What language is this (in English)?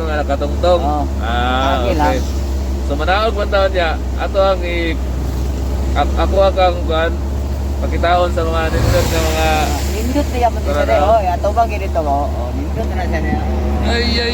Cebuano